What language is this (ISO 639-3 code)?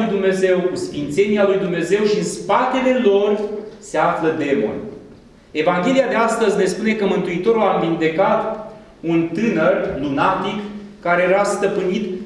ron